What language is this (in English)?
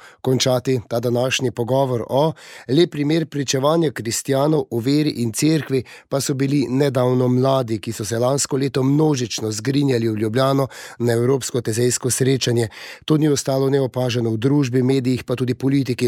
Slovenian